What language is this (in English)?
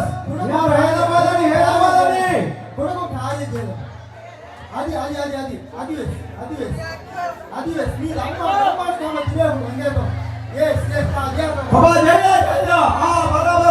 Divehi